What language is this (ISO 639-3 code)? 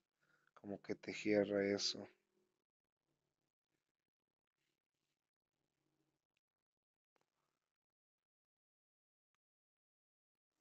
spa